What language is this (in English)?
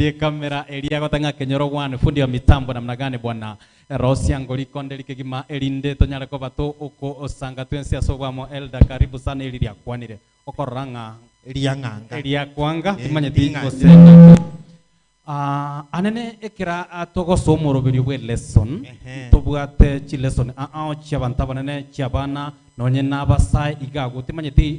Gusii